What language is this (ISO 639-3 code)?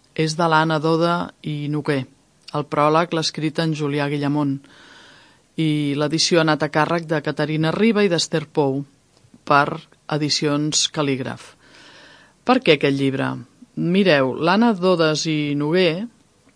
cat